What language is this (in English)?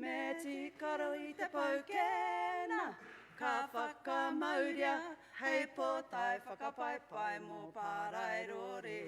Māori